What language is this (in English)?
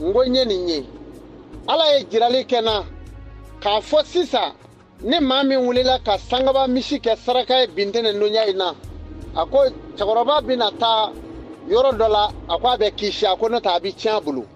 Bambara